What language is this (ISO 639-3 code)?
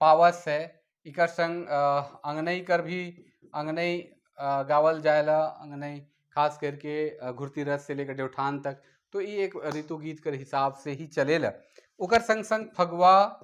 sck